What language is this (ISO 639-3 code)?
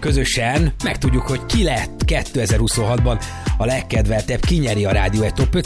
hun